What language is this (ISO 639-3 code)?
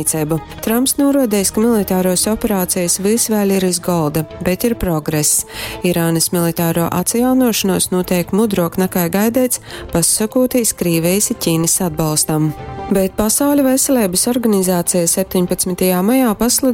ltg